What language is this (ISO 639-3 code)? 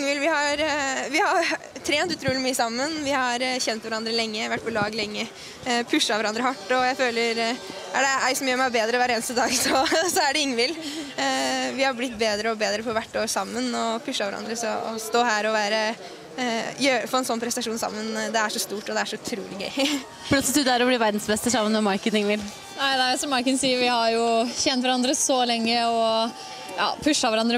nor